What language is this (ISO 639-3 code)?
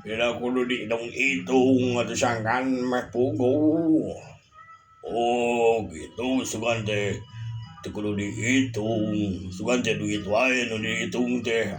sun